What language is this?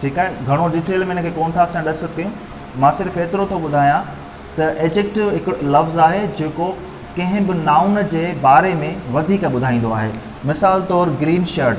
Sindhi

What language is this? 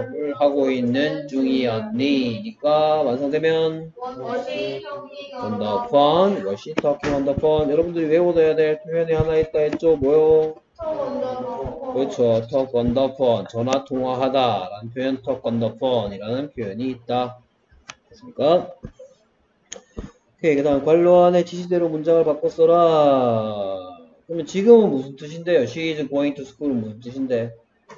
Korean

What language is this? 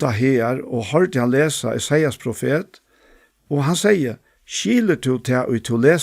Faroese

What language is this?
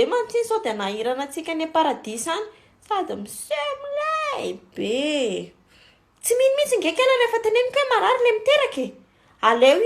Malagasy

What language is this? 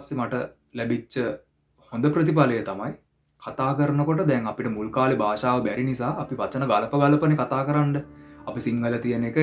Sinhala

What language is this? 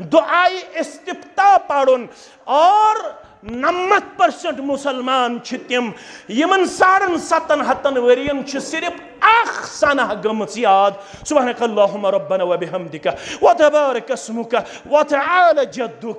Kashmiri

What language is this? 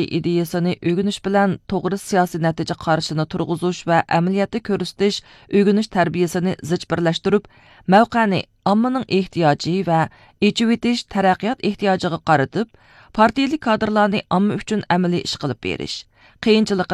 Uyghur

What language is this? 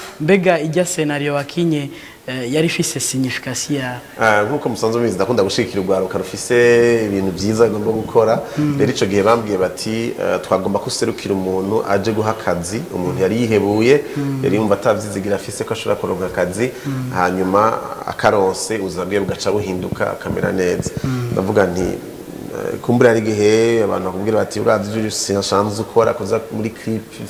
Rundi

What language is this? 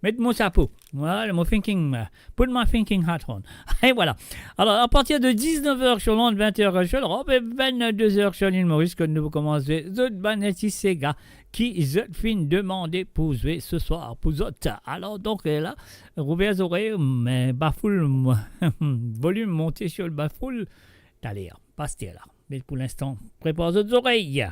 Morisyen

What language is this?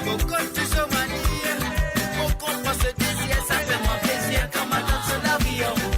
Morisyen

